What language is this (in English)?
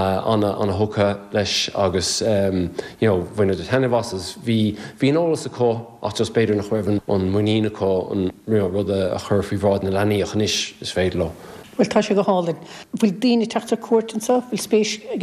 Irish